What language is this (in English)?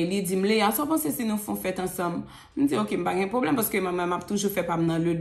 Haitian Creole